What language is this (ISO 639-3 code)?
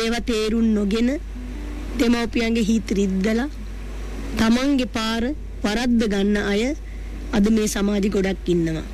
sin